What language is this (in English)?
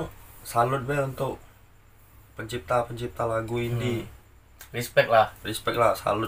Musi